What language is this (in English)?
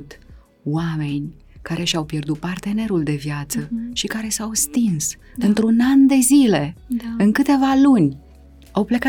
Romanian